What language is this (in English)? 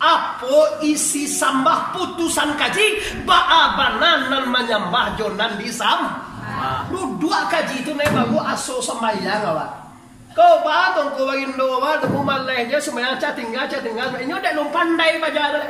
Minangkabau